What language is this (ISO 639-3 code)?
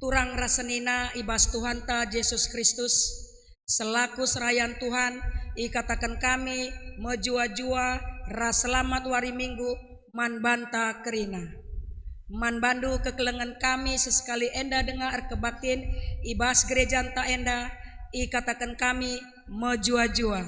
btx